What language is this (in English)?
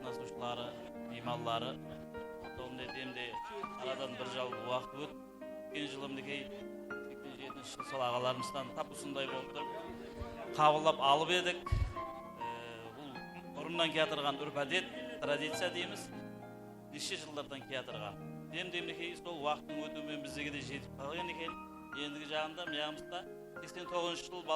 Kara-Kalpak